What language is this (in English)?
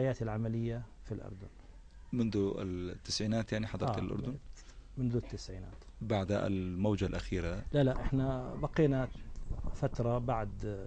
South Levantine Arabic